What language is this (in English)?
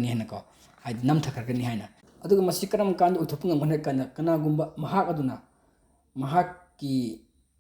Manipuri